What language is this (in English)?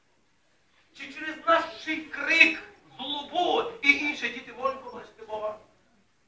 Ukrainian